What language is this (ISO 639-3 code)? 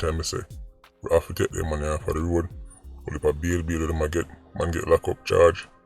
jam